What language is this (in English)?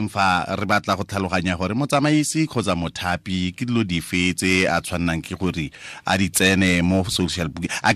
Tswana